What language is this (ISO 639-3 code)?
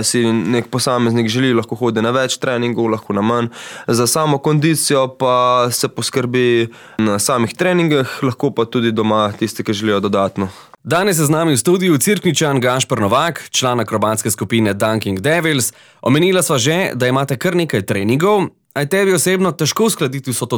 slv